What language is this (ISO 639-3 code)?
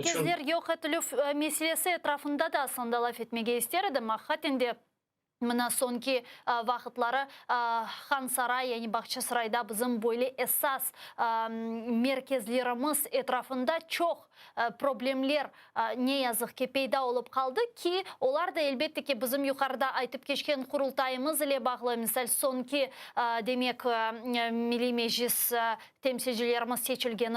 crh